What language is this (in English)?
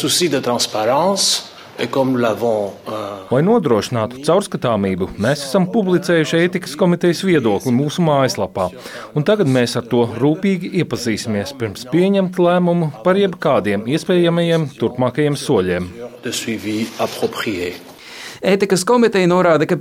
Latvian